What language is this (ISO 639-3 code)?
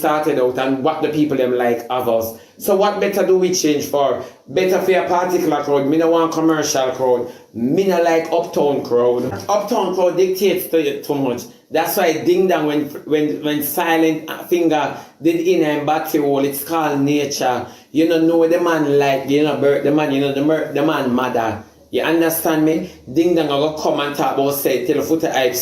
jam